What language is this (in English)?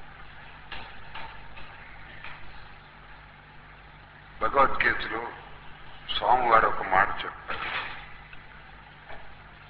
Telugu